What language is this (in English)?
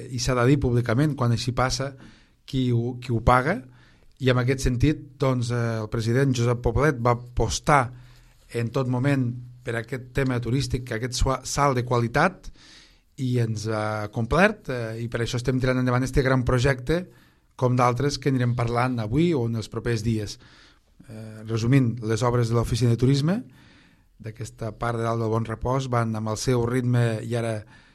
Catalan